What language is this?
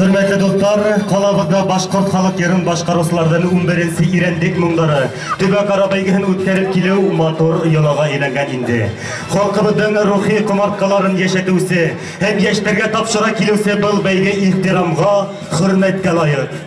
Bashkir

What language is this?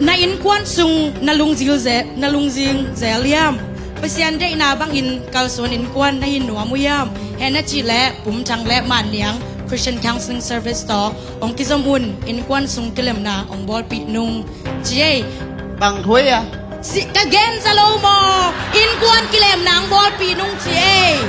Tedim Chin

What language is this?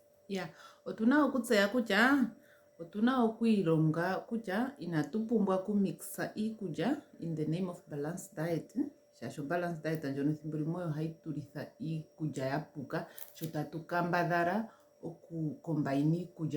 Ndonga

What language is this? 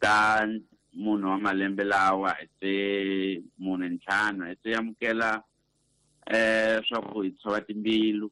Tsonga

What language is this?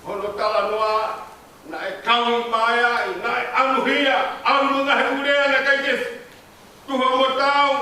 Tongan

